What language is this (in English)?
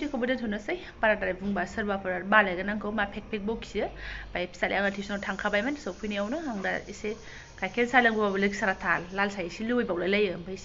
Bodo